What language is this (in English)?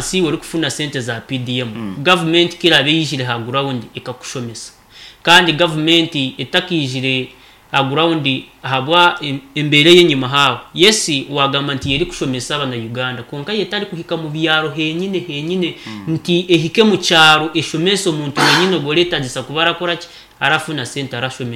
Nyankole